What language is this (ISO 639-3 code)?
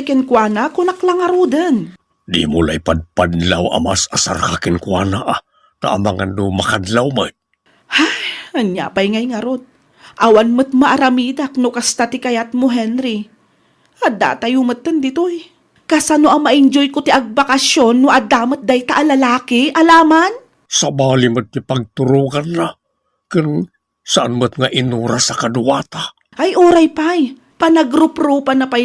ilo